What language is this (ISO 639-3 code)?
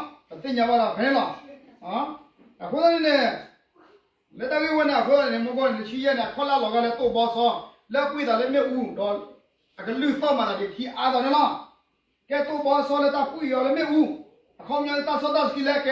ksw